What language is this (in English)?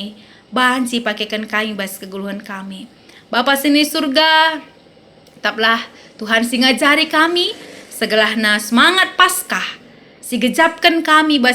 Batak Karo